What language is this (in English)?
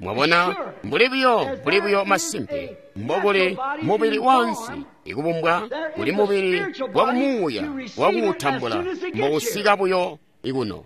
Tonga (Zambia)